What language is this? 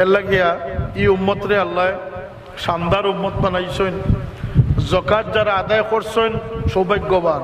Sylheti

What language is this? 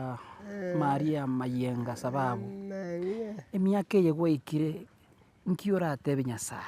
Gusii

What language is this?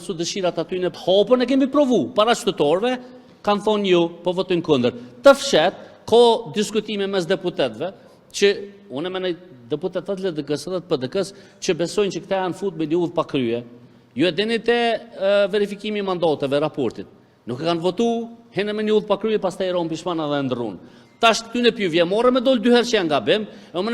Albanian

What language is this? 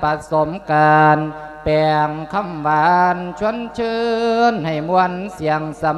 Lao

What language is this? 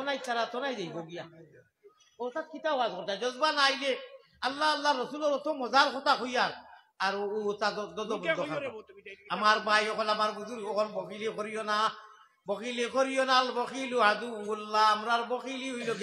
Sylheti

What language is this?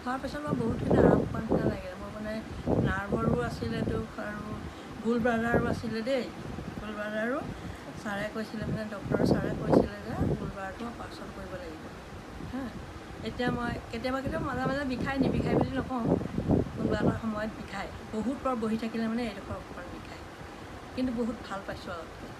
Assamese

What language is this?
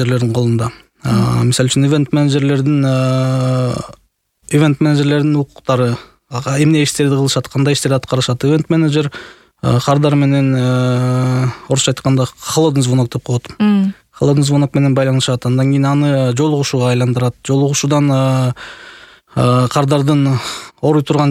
Kyrgyz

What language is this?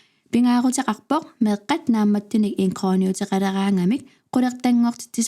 Kalaallisut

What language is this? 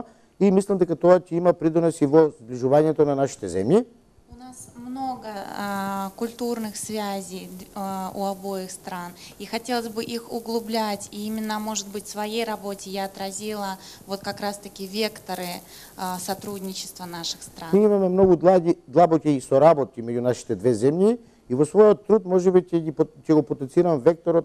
Macedonian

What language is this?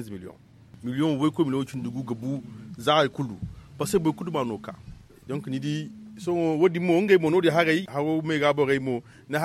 Zarma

